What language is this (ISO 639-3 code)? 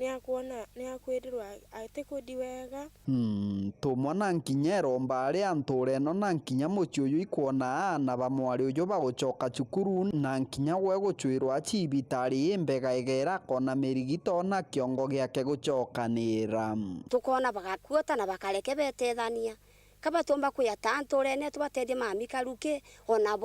mer